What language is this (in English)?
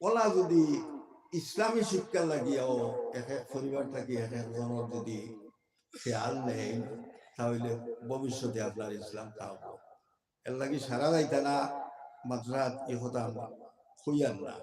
Sylheti